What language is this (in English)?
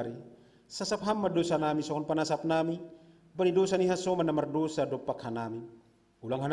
Batak Simalungun